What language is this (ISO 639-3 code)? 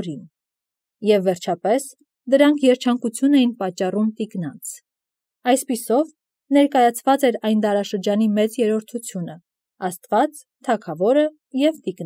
hye